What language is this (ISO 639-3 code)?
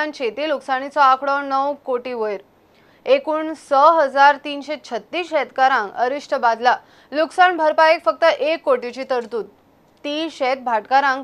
kok